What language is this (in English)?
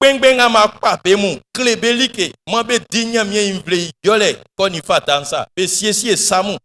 Baoulé